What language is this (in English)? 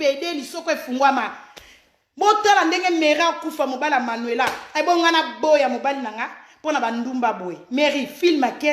Lingala